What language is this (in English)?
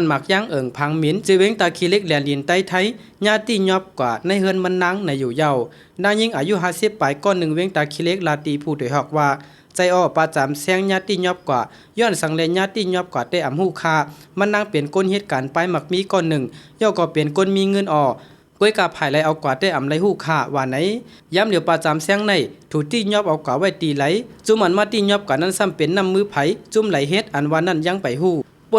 Shan